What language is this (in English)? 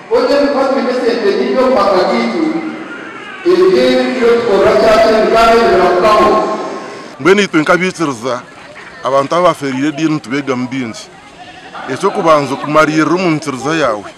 Nyankole